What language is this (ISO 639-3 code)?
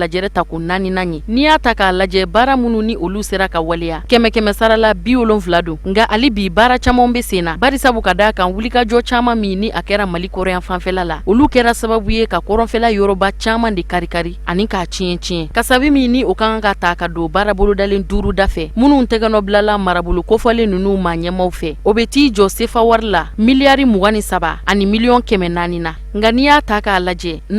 bam